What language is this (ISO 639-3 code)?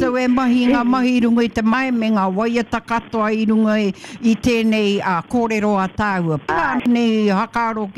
mri